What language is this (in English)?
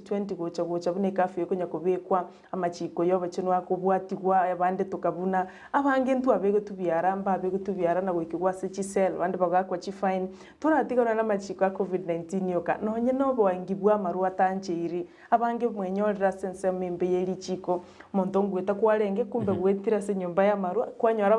Gusii